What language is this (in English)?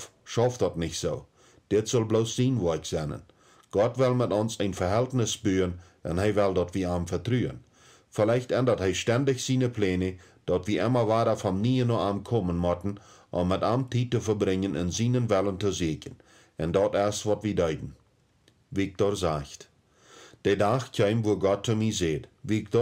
Plautdietsch